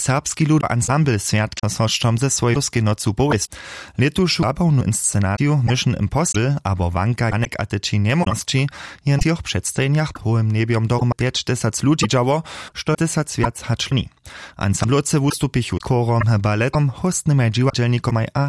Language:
Upper Sorbian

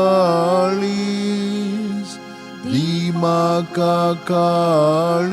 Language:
Konkani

